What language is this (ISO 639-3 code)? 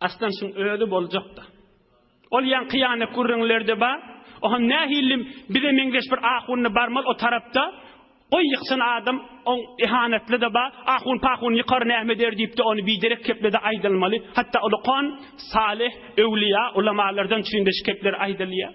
tuk